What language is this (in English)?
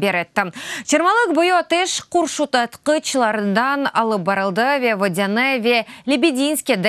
Crimean Tatar